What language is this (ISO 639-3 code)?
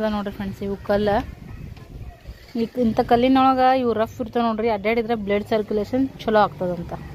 kan